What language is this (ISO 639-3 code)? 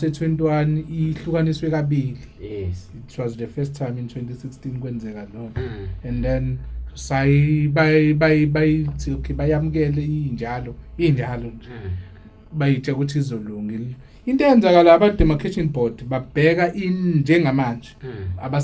zul